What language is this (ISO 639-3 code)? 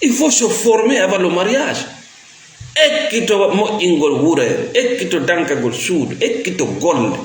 ful